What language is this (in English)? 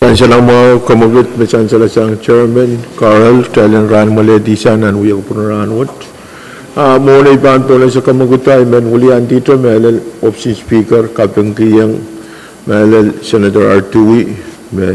Pohnpeian